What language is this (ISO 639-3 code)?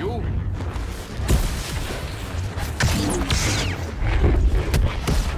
eng